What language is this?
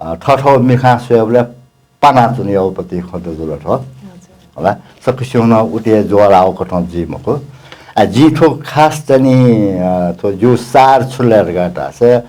Newari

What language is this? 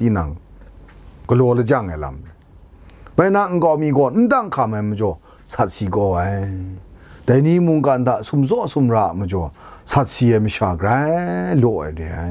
Kachin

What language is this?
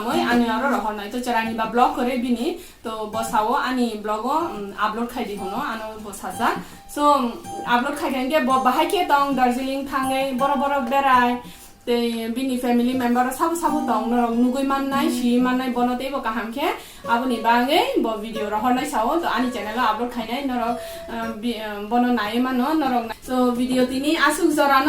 Kok Borok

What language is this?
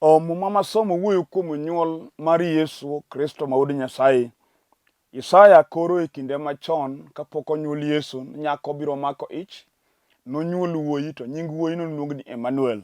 Luo (Kenya and Tanzania)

